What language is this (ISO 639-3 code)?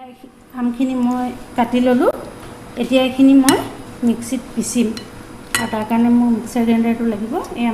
asm